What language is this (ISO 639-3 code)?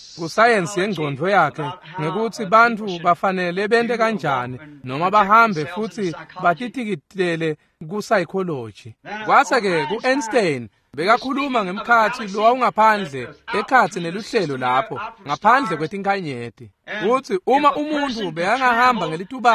ssw